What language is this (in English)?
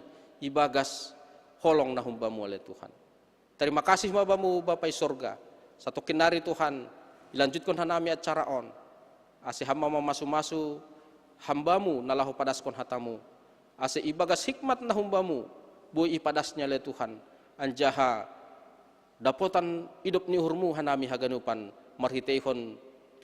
Batak Simalungun